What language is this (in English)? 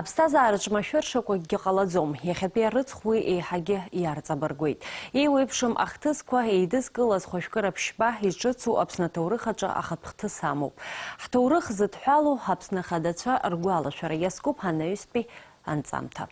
Abkhazian